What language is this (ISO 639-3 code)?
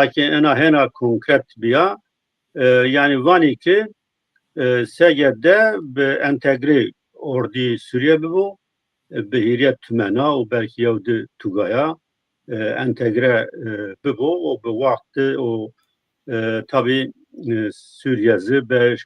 zza